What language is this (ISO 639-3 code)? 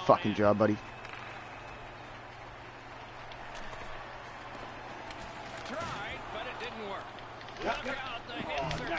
eng